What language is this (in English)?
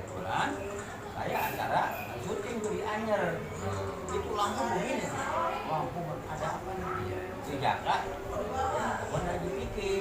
Betawi